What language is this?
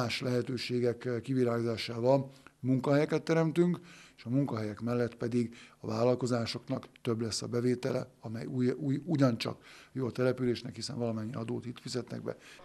Hungarian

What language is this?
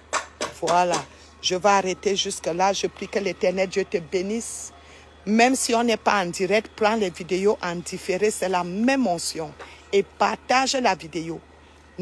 French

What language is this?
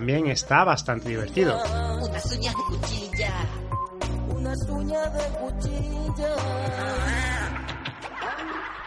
Spanish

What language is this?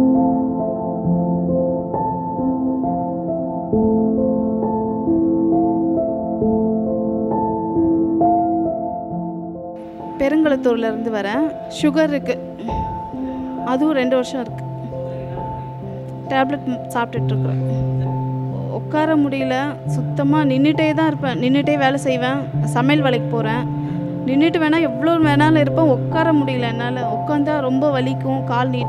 Tamil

